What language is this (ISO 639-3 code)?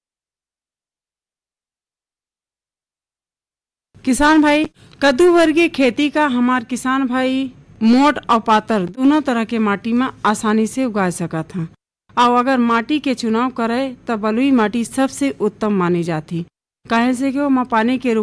bho